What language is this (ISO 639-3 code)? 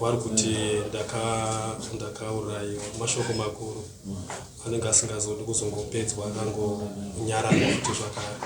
sna